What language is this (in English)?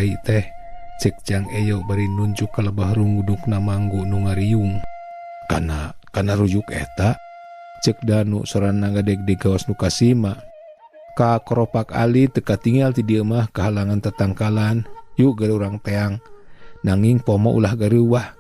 Sundanese